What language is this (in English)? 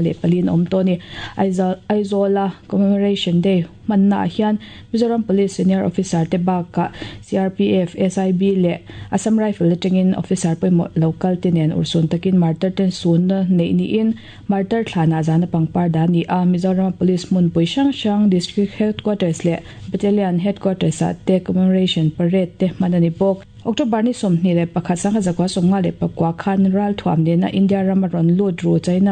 Mizo